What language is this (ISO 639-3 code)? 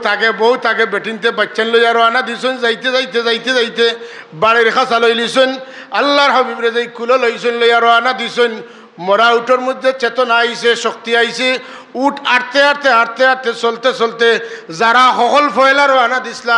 syl